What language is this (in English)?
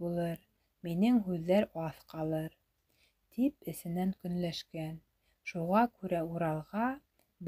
Bashkir